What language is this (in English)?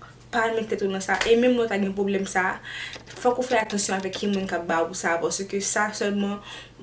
Haitian Creole